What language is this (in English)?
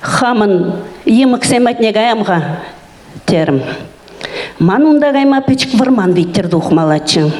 Chuvash